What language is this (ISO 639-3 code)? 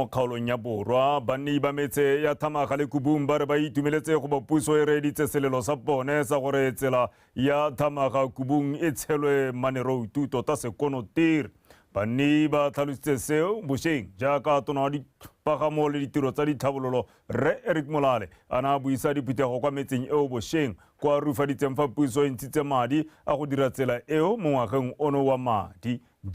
tsn